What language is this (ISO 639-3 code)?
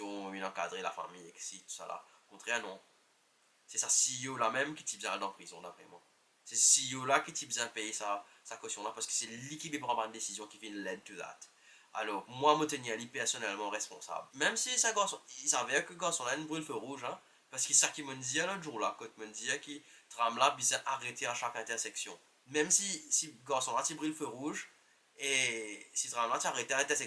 mfe